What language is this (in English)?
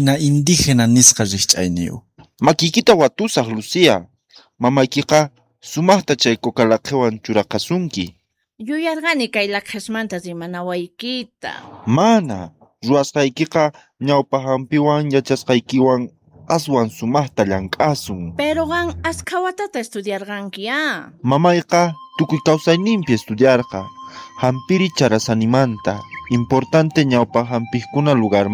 South Bolivian Quechua